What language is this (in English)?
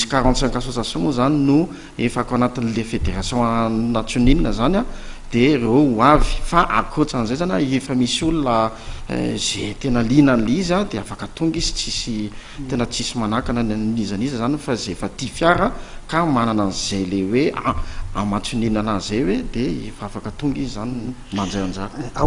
Malagasy